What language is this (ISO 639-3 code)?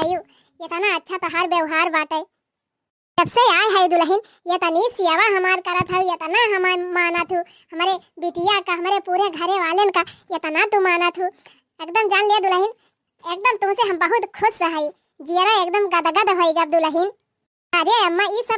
awa